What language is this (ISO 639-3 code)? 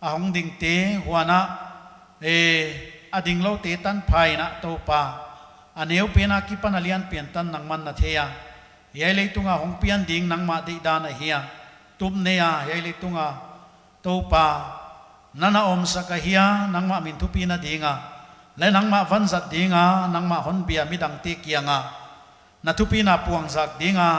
pck